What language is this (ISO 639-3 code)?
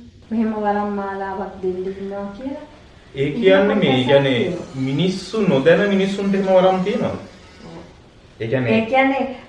sin